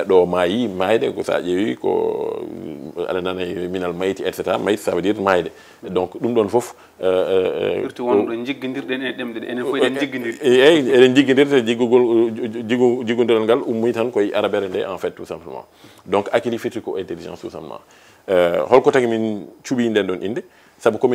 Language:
Fula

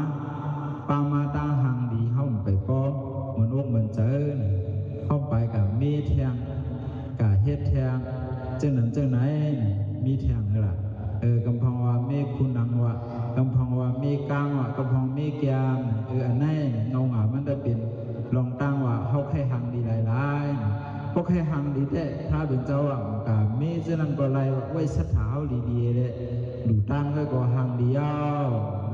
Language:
Shan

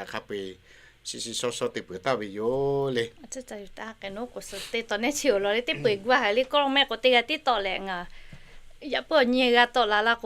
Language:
Lahu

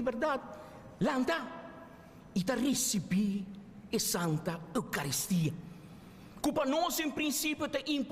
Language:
Papiamento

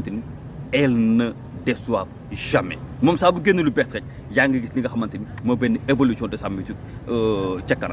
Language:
Wolof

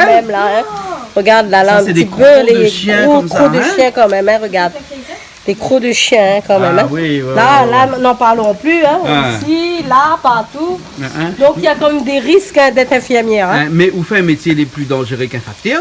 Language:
Réunion Creole French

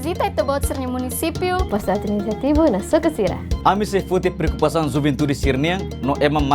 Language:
Tetum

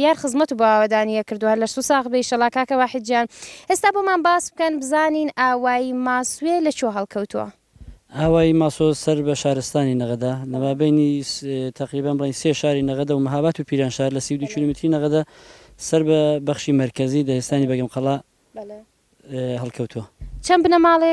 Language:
Central Kurdish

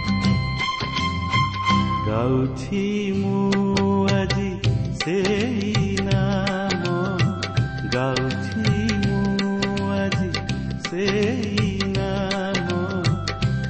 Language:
Odia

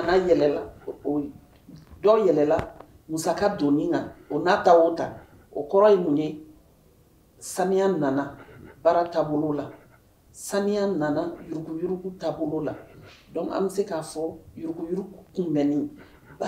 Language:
Bambara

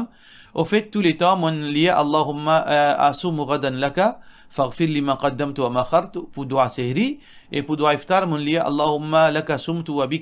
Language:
Morisyen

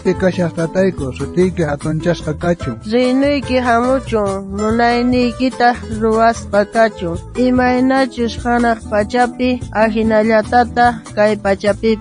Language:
South Bolivian Quechua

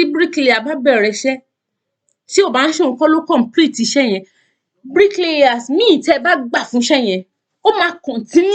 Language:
Yoruba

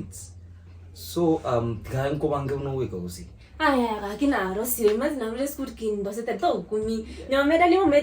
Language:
Gusii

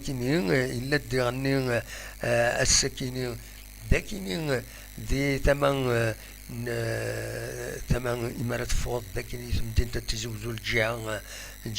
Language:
Kabyle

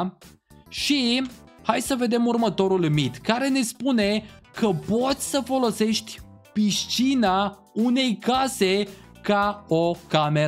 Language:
Romanian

